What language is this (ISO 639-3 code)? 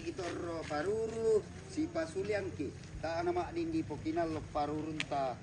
sda